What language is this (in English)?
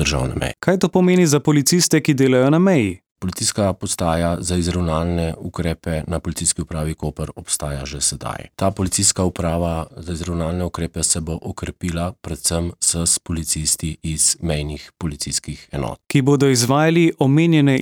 Slovenian